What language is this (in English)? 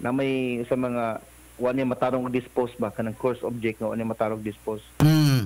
Cebuano